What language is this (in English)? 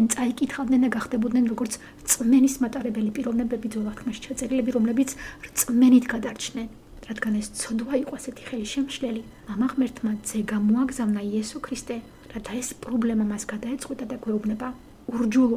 Georgian